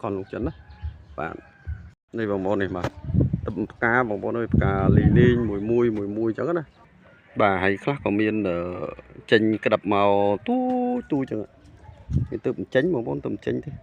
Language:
Khmer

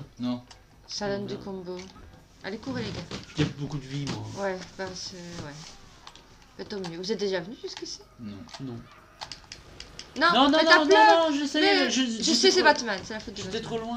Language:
French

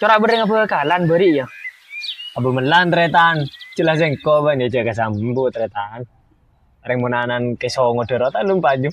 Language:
Madurese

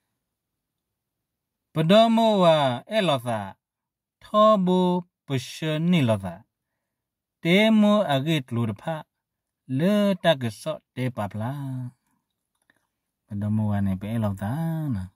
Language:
S'gaw Karen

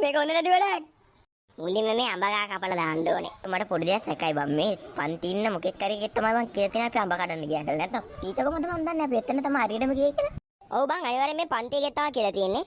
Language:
Sinhala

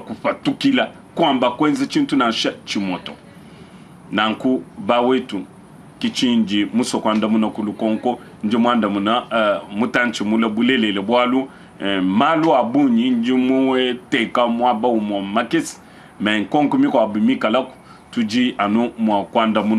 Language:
Luba-Lulua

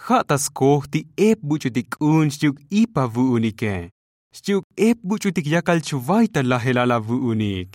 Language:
Tzotzil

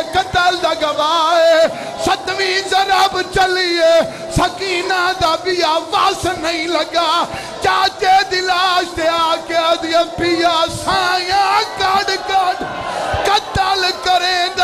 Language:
Saraiki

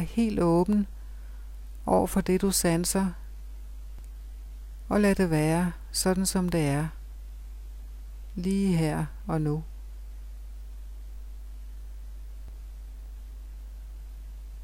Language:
Danish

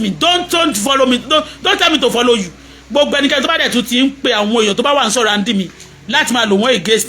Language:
Yoruba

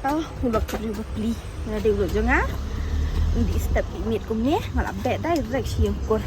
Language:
Khasi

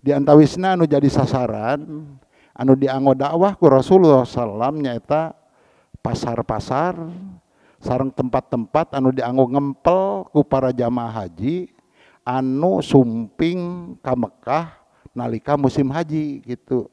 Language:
Sundanese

